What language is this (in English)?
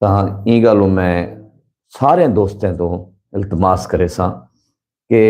Saraiki